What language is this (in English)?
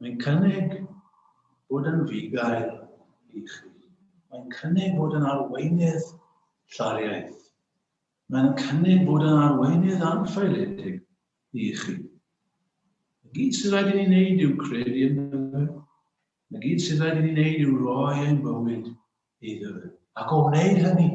Welsh